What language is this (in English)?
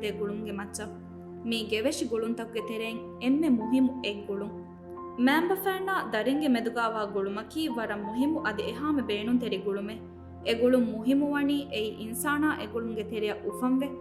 Divehi